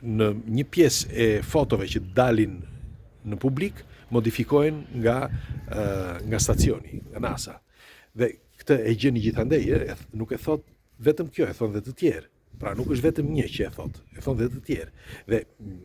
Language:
Albanian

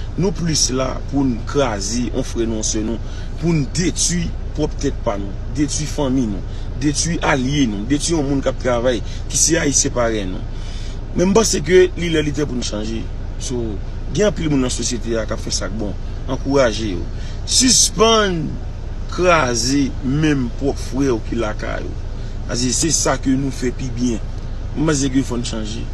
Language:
Haitian Creole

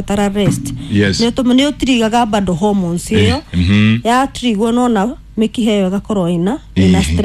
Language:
Kikuyu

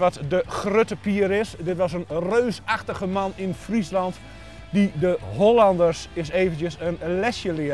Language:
Dutch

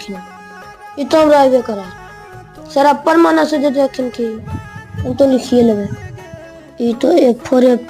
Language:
Magahi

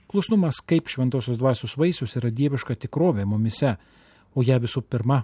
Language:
Lithuanian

